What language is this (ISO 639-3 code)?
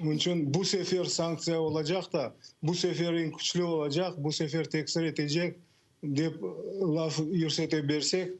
crh